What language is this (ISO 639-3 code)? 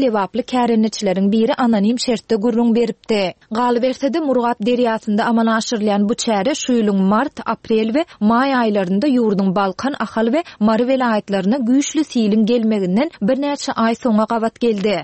tuk